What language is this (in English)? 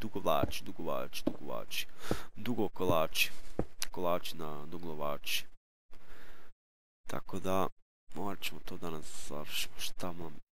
Croatian